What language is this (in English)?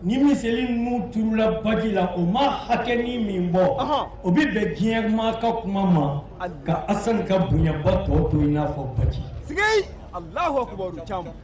Bambara